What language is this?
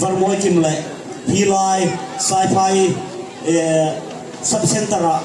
Hmar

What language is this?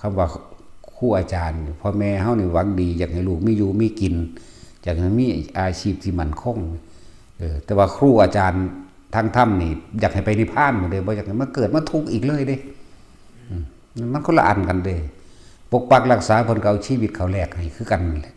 Lao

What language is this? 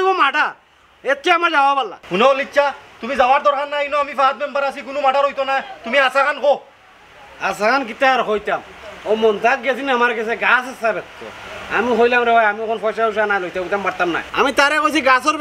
Sylheti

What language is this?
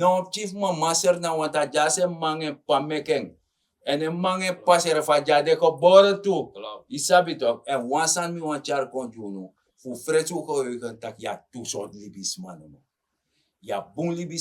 Sranan Tongo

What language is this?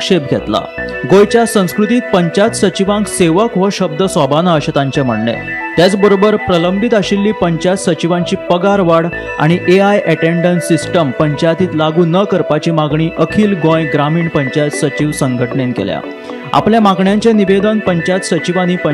Konkani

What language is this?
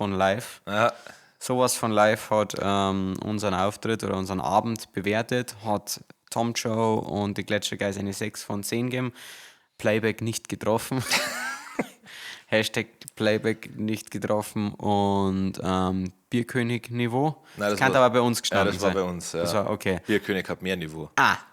Bavarian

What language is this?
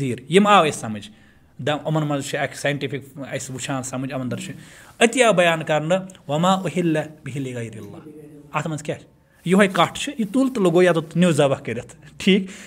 Kashmiri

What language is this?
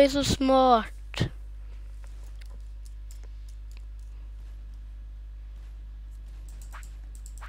Swedish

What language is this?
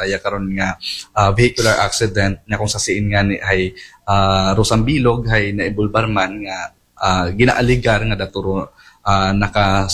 Aklanon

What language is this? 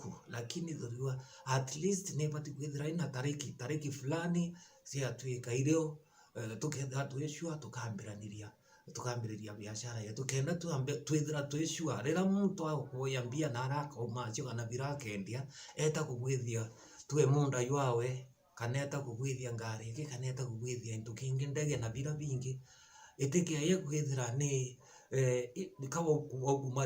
Meru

